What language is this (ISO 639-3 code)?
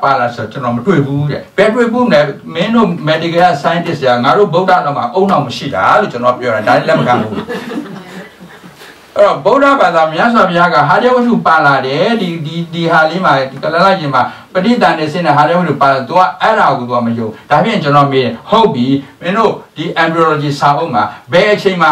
mya